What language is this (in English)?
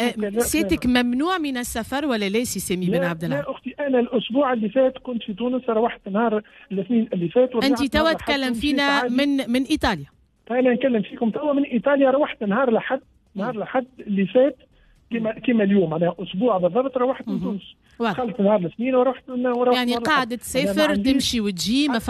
Tunisian Arabic